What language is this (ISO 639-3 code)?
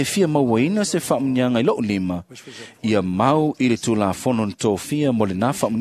smo